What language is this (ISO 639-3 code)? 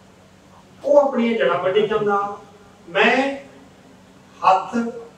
pan